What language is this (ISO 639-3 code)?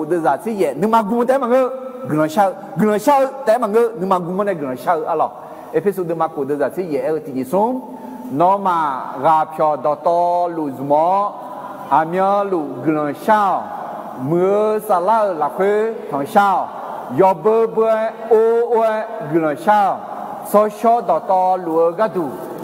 ahk